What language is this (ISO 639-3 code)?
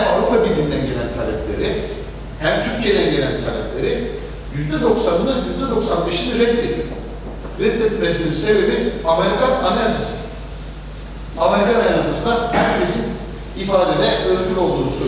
tur